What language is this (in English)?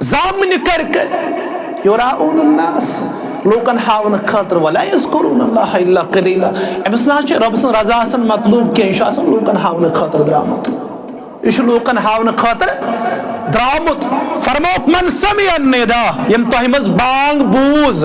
Kashmiri